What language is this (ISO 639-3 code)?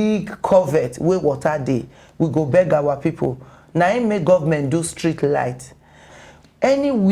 pcm